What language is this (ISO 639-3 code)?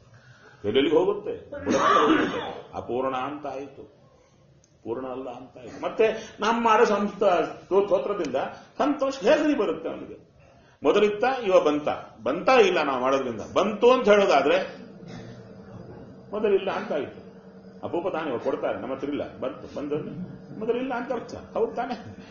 kan